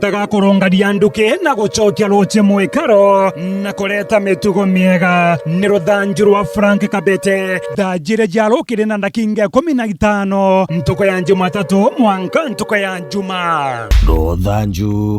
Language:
Meru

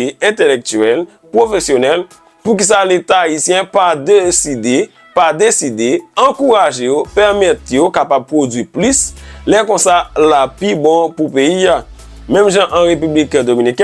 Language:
Haitian Creole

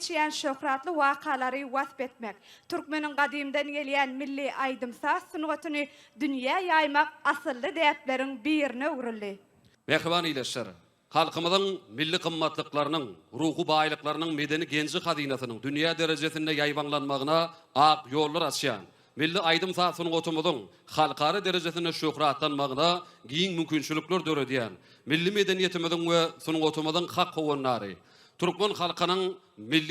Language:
Turkmen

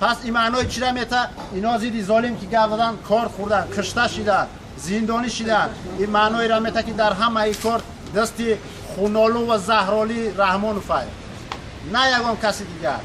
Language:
Tajik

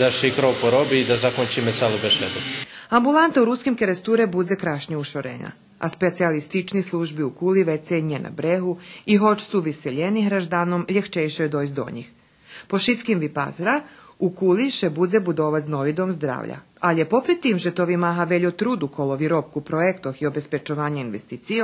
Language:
Rusyn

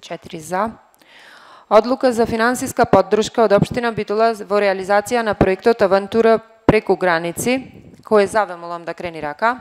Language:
Macedonian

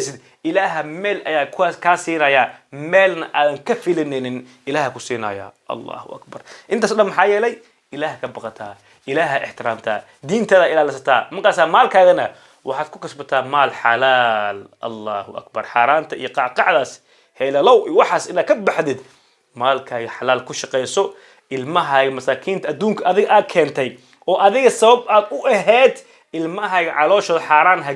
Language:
Somali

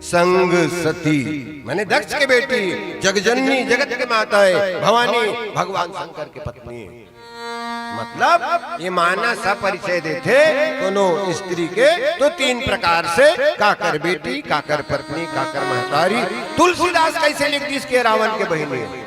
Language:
Chhattisgarhi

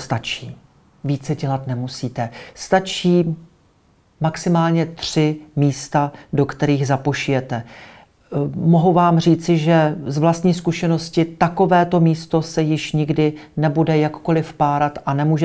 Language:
Czech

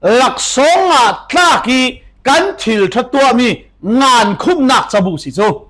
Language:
Falam Chin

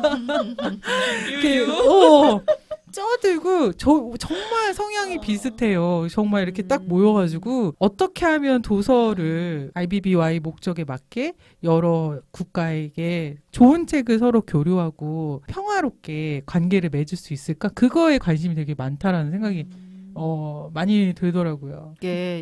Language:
Korean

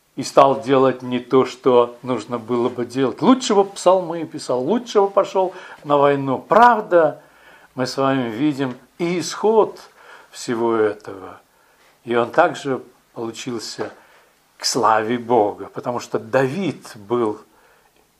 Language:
Russian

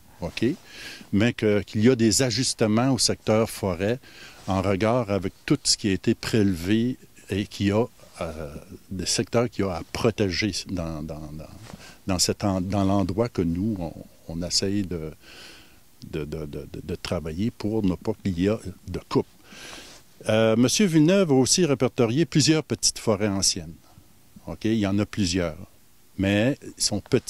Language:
French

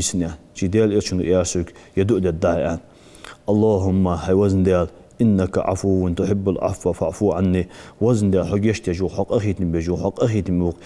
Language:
Ingush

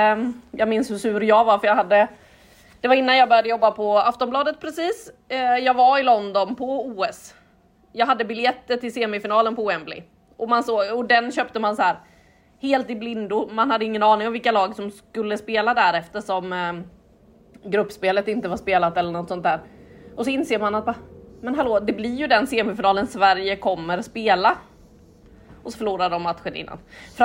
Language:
Swedish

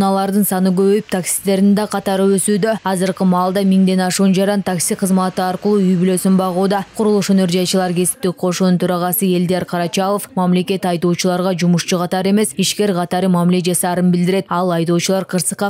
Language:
Kyrgyz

